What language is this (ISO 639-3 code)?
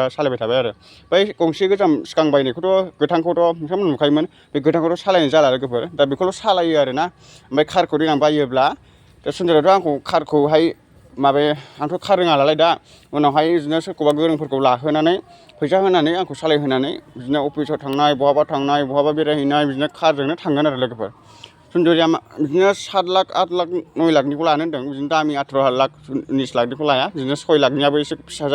brx